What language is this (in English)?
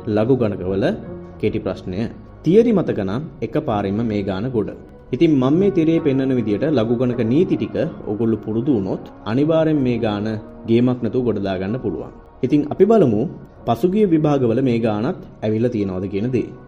Sinhala